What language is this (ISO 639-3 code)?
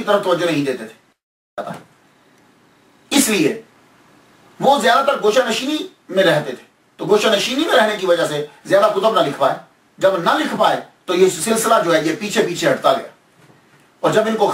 urd